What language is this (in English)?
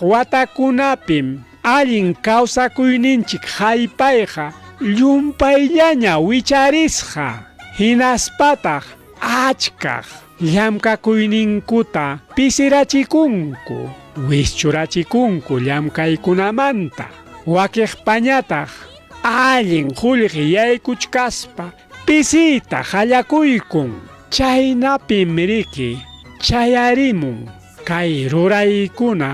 Ayacucho Quechua